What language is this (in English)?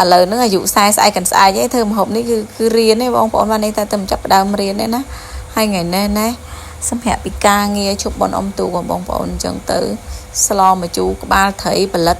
Khmer